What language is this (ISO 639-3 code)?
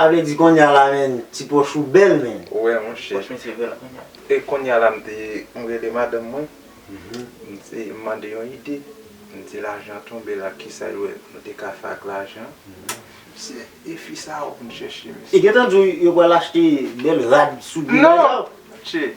hat